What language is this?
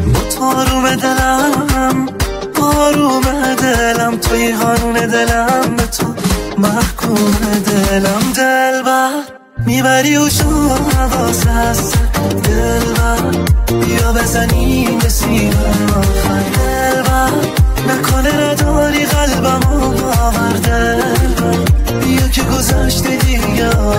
Persian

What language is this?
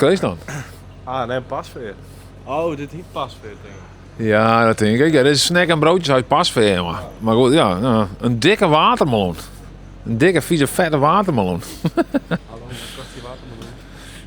Western Frisian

